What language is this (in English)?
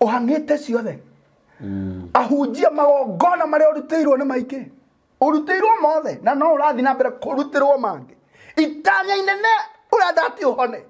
Kikuyu